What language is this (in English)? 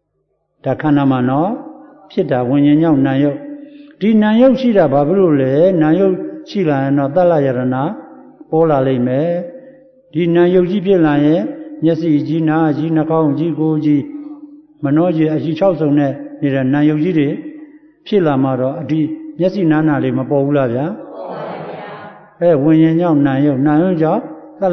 Burmese